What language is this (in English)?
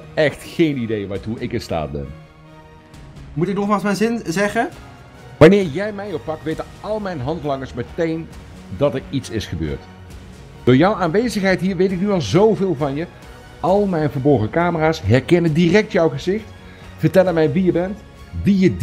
Dutch